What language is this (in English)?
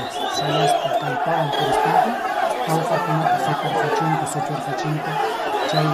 Ayacucho Quechua